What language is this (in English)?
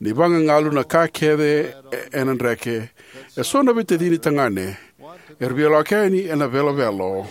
Fijian